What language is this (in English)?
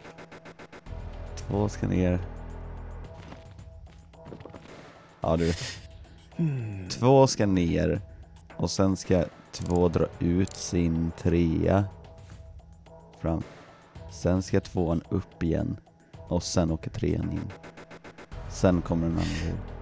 Swedish